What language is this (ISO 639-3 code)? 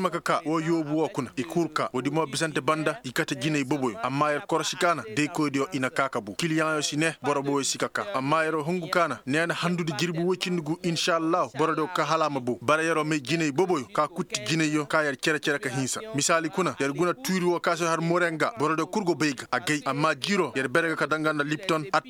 ses